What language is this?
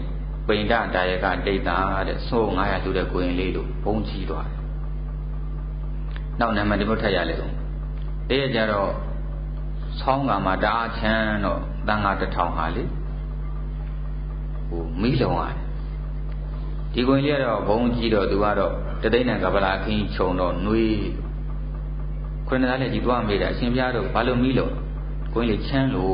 Burmese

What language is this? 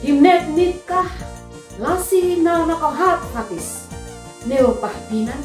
Uab Meto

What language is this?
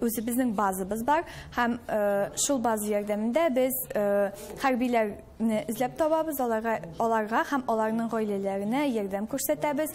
Tatar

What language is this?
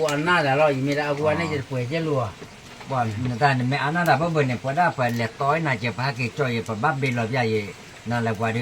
S'gaw Karen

